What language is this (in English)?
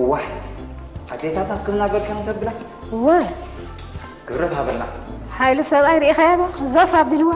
Tigrinya